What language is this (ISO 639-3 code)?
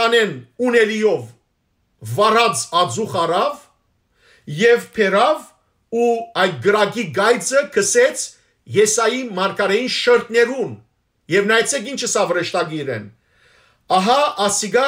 hyw